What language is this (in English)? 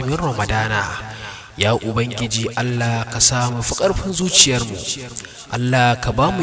Hausa